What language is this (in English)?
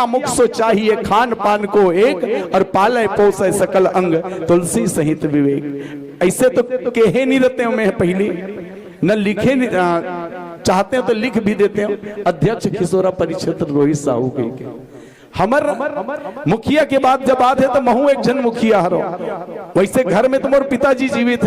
Chhattisgarhi